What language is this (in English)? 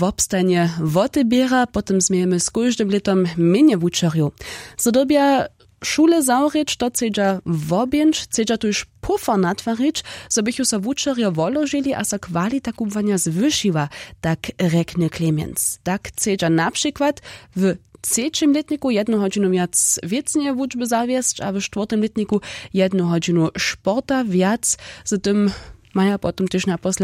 Upper Sorbian